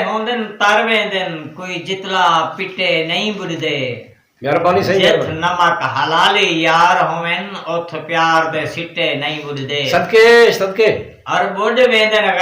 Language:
Saraiki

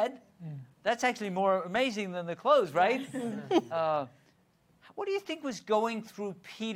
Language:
English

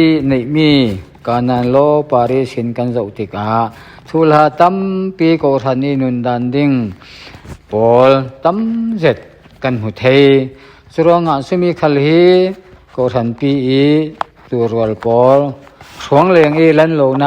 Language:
Falam Chin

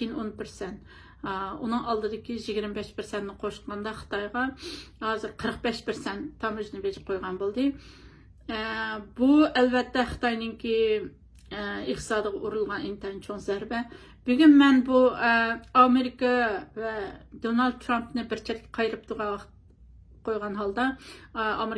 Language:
Uyghur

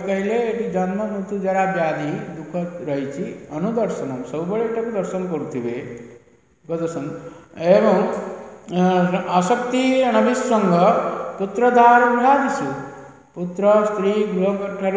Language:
Odia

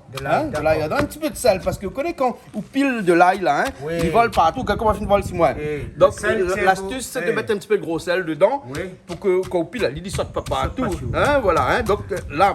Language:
Réunion Creole French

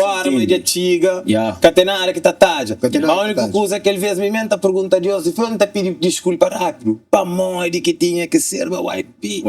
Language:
Kabuverdianu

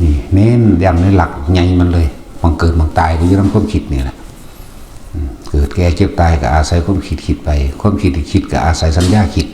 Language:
Northeastern Thai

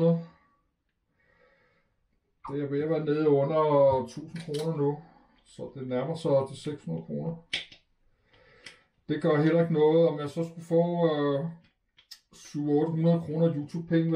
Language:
Danish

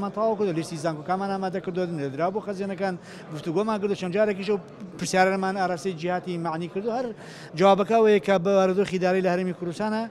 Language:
Central Kurdish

